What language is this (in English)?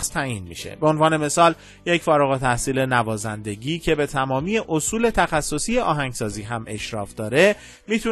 Persian